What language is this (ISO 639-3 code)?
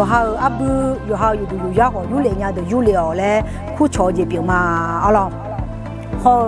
ahk